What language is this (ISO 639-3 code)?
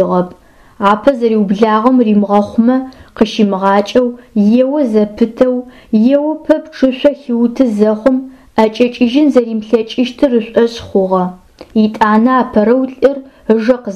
ady